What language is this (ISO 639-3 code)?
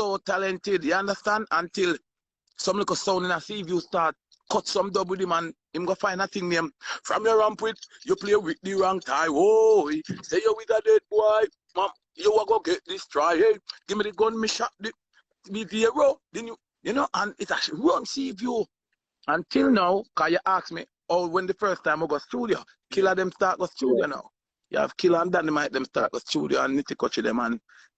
jam